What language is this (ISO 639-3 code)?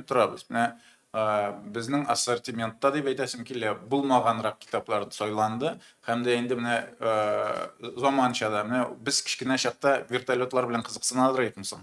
tat